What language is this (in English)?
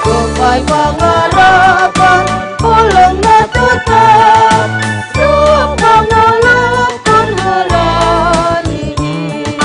Batak Simalungun